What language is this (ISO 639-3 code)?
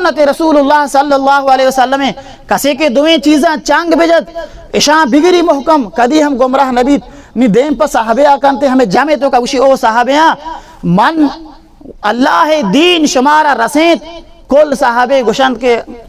bal